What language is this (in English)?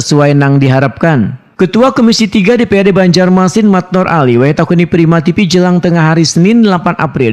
Banjar